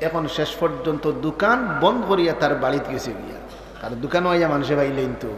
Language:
Sylheti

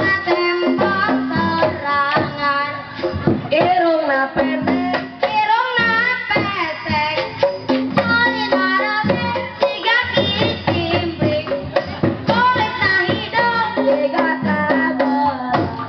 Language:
Sundanese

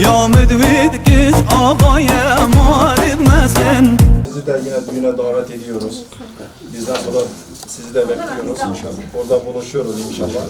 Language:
Kurdish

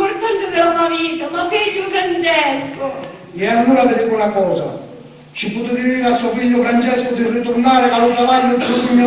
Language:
Sicilian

